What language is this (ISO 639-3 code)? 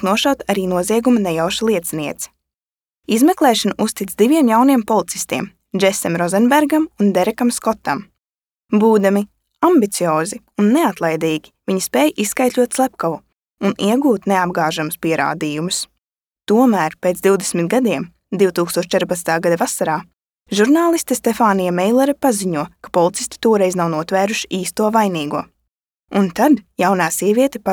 lav